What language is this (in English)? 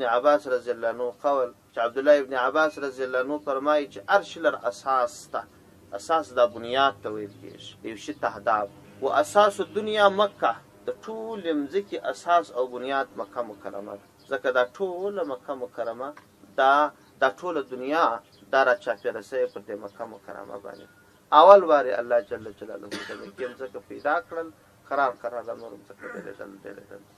Pashto